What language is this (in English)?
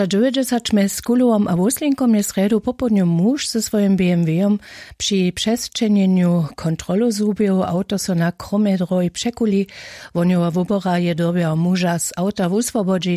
Upper Sorbian